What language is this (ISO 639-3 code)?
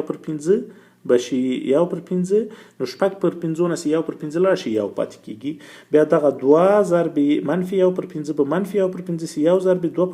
pus